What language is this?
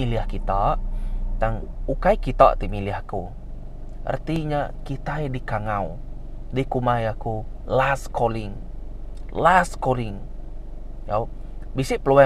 Iban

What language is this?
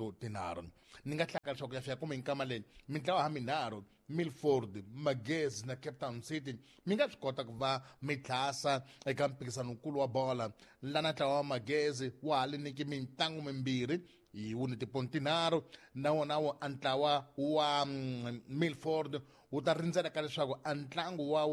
Tsonga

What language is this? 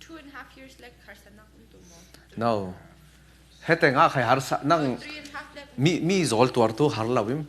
Falam Chin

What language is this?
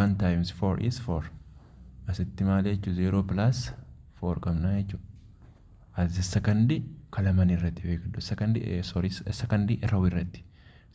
Oromo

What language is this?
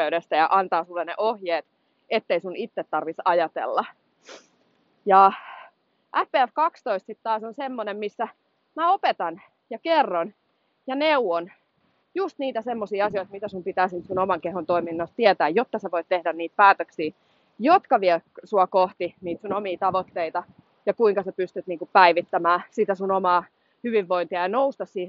Finnish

